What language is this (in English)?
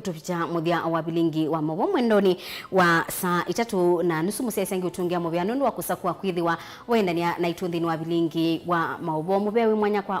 Kamba